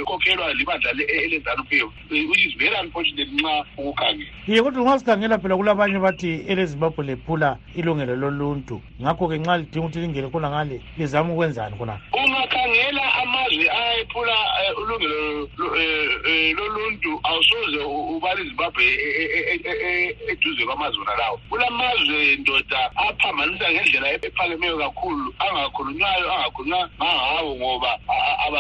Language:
North Ndebele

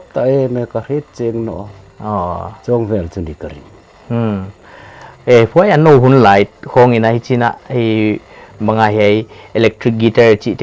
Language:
Paite Chin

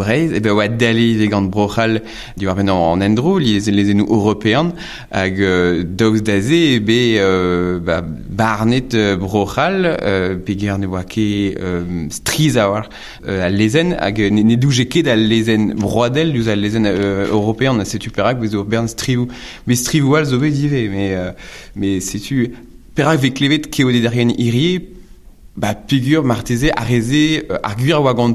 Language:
Breton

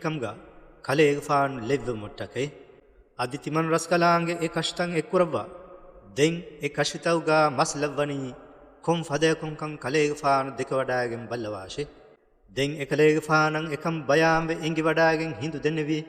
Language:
Divehi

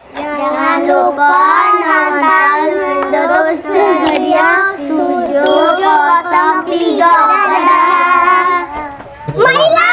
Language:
Musi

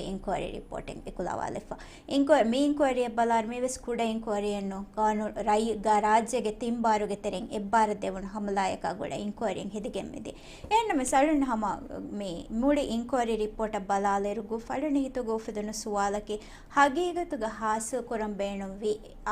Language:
Divehi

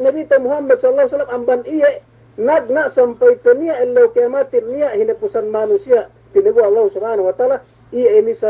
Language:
Yakan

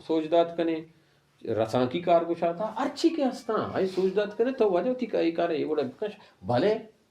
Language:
Baluchi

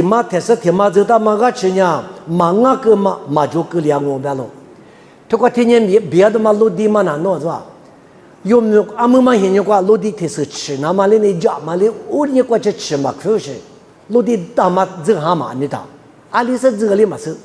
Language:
Lisu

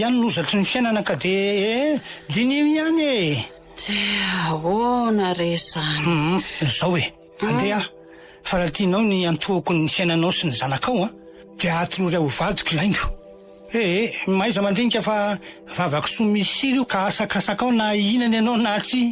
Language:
Malagasy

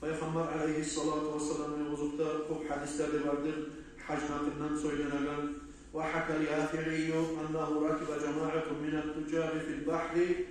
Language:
Kumyk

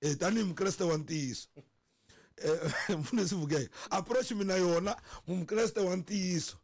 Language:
Tsonga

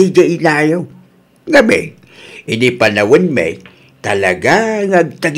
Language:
Iloko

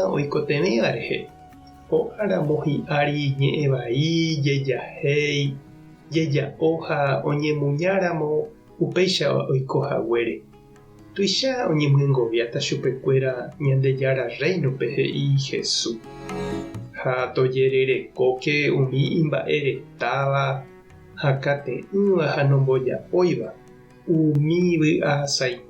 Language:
Guarani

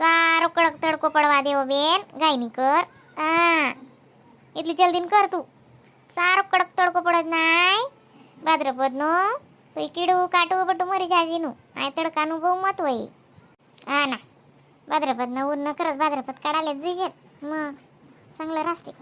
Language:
Khandesi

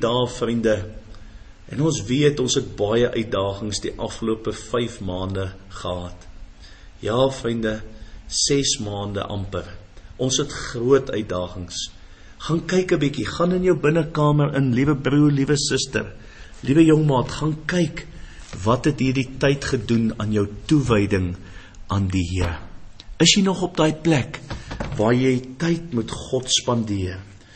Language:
Afrikaans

